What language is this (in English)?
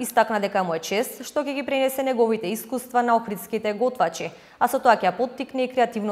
Macedonian